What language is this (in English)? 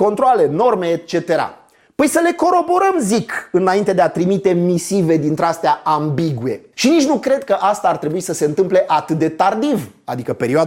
Romanian